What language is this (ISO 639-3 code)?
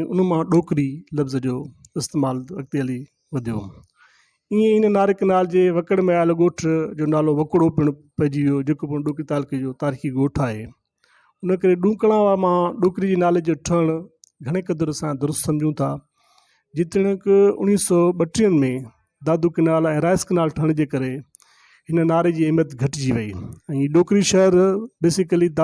snd